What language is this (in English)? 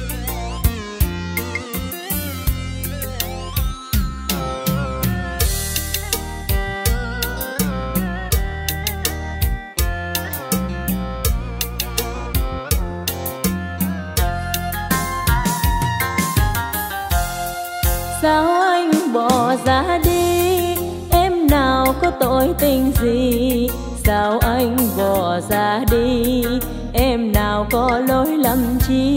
Vietnamese